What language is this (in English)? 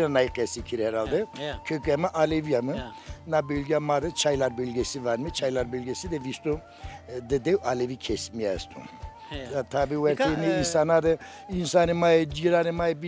Zaza